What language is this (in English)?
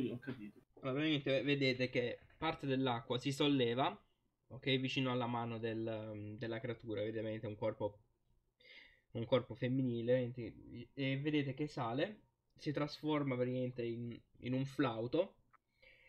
Italian